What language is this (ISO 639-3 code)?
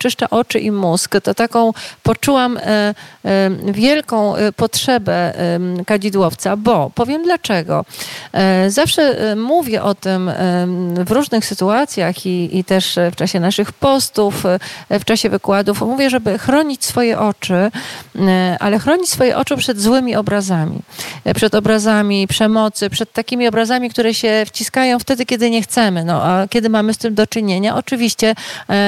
pol